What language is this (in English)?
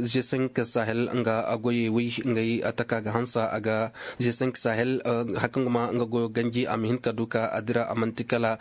Koyraboro Senni